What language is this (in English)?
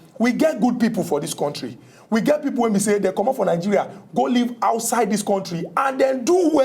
Nigerian Pidgin